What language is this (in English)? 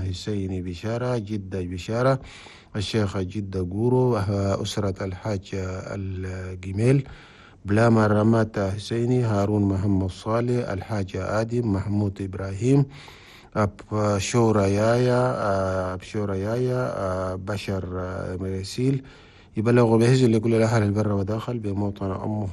Chadian Arabic